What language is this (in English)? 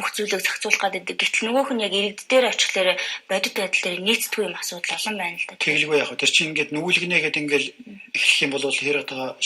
Mongolian